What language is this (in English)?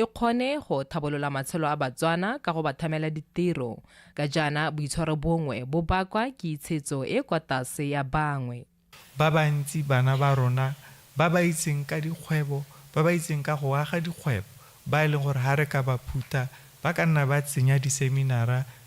Tswana